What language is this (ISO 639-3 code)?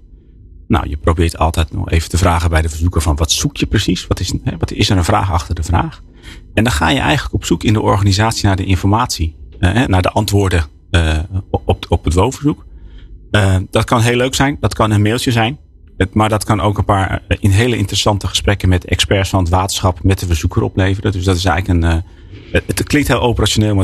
nld